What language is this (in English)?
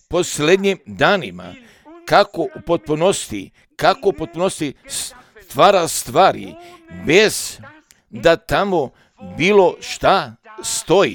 Croatian